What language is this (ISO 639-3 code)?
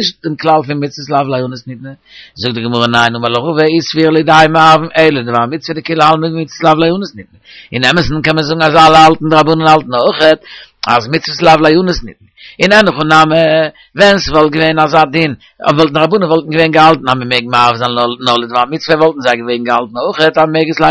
yid